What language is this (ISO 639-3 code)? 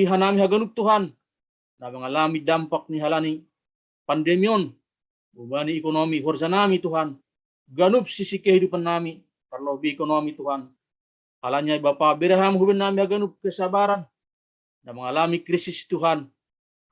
bts